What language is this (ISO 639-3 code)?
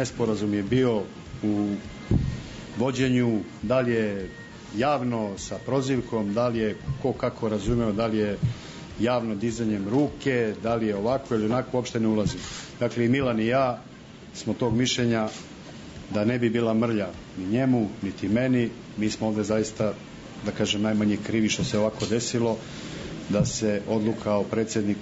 srp